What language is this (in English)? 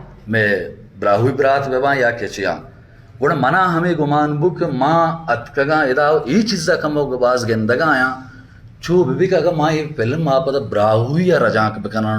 Baluchi